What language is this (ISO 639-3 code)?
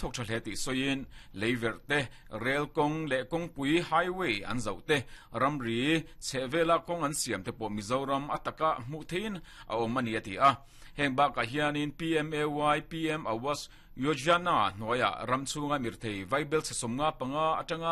lus